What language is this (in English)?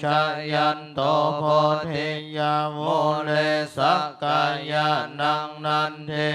Pali